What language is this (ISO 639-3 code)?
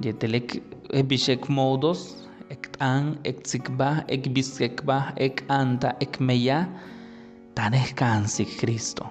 yua